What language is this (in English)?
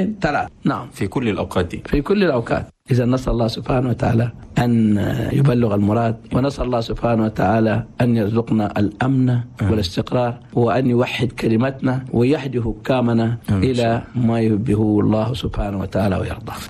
Chadian Arabic